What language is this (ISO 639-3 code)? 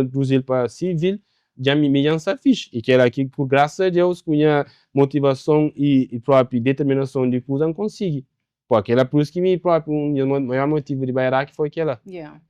kea